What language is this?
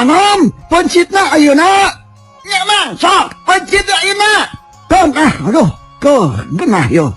Sundanese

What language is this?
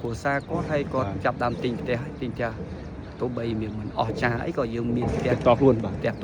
Khmer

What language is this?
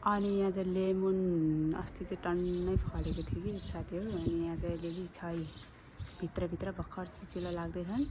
Nepali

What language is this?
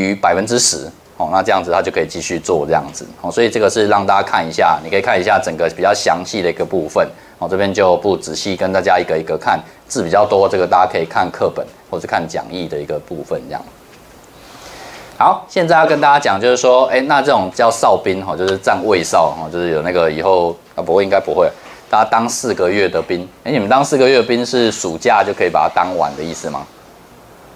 Chinese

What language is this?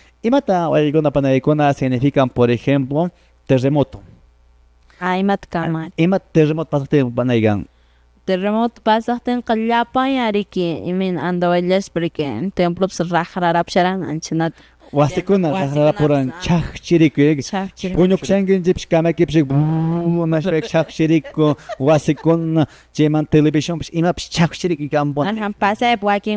Quechua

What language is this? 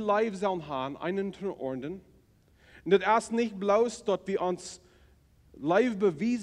Plautdietsch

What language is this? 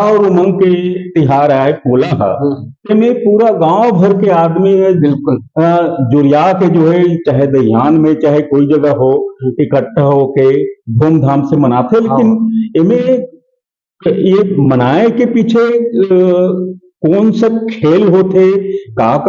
Chhattisgarhi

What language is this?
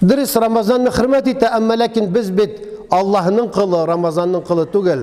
Tatar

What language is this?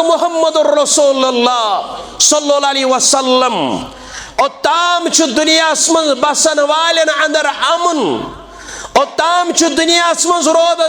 Kashmiri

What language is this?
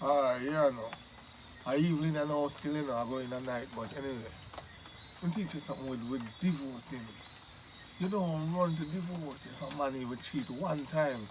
Jamaican Creole English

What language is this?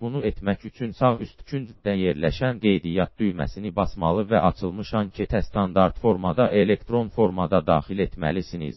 Azerbaijani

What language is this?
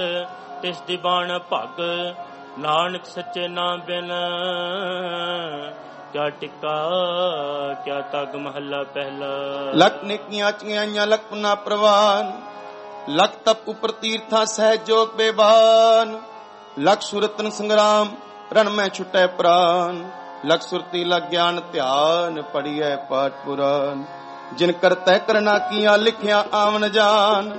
Punjabi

